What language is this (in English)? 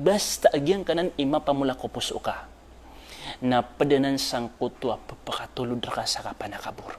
Maranao